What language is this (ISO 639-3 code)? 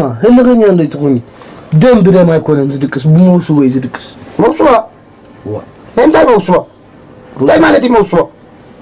tir